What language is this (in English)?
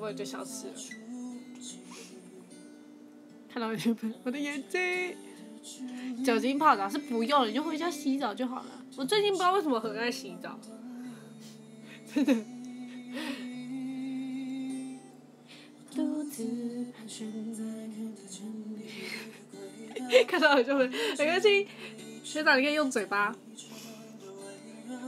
Chinese